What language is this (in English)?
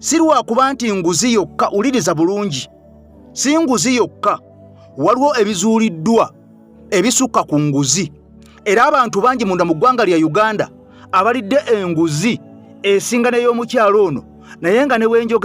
Ganda